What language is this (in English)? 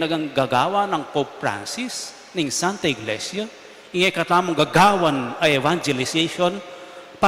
Pampanga